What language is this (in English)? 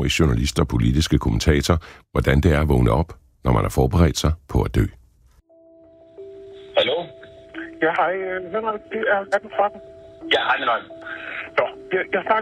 Danish